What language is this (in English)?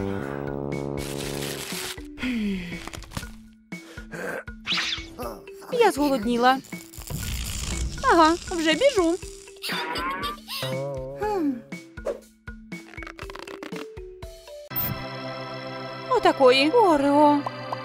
Ukrainian